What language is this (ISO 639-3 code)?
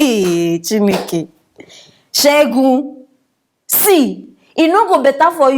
pcm